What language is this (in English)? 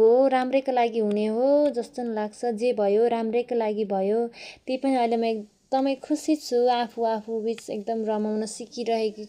Nepali